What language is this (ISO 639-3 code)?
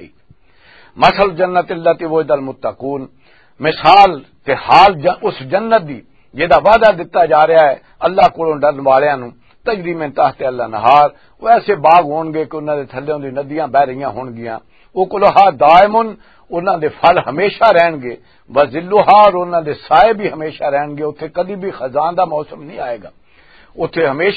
lah